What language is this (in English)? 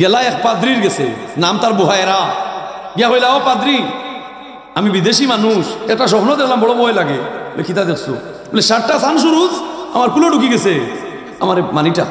Sylheti